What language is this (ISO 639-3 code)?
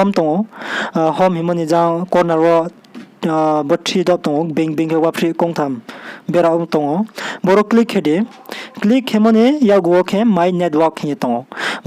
ria